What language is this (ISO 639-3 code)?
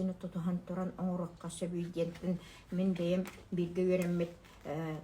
sah